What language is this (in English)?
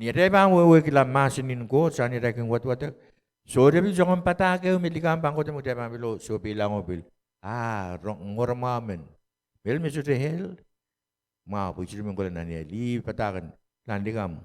Pohnpeian